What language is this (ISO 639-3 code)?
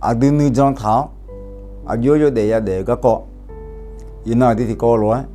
ahk